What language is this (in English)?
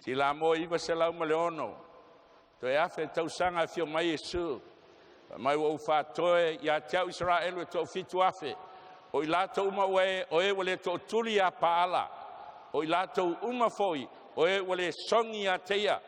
Samoan